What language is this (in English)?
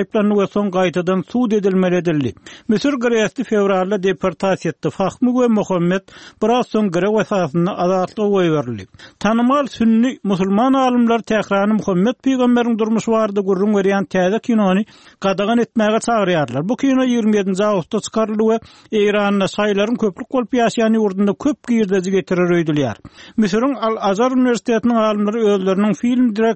Turkmen